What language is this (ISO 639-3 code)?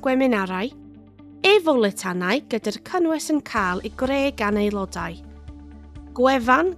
cym